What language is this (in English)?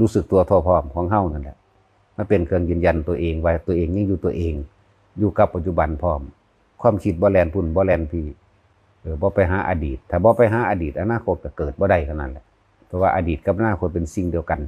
Northeastern Thai